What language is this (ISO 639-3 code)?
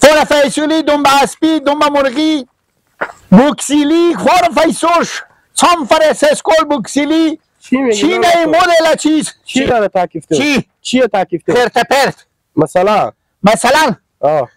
haz